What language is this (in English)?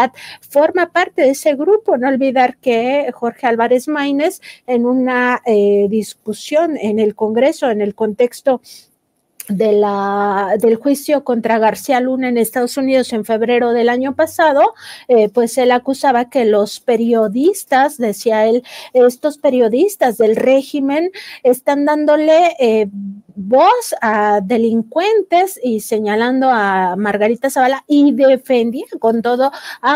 Spanish